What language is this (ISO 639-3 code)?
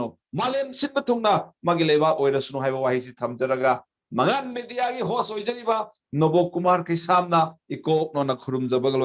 mni